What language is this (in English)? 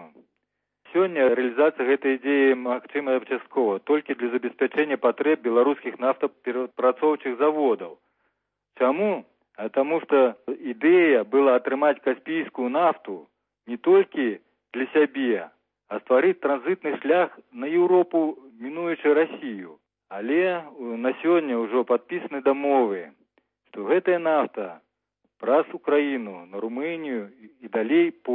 Belarusian